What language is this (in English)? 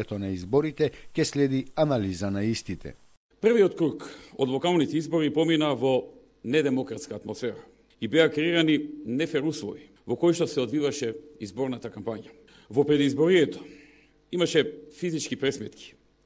Macedonian